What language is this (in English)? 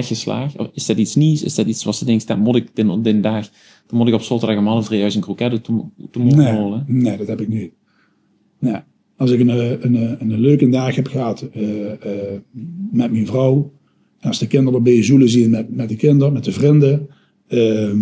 Limburgish